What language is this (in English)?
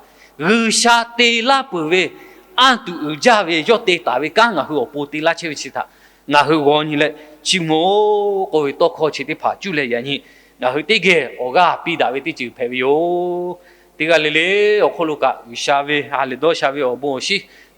Lahu